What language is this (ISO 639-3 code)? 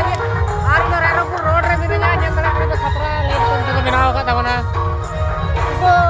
sat